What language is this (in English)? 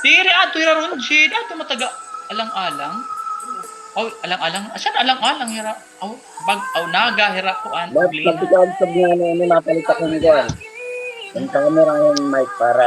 Waray